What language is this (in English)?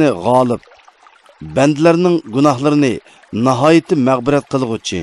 Uyghur